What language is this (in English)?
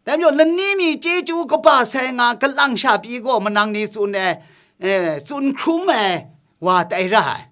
Kachin